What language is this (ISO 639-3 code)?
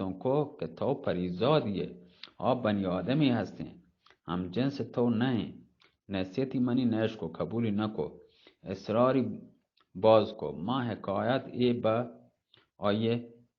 bgp